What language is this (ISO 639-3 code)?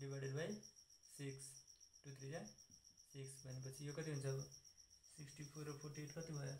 nep